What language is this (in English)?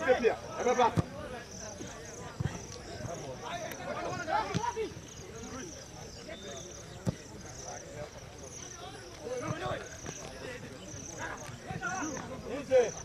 English